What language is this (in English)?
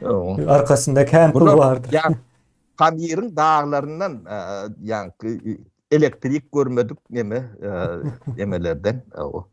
Turkmen